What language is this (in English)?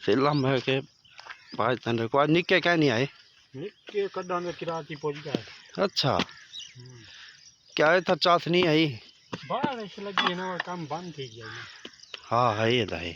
Saraiki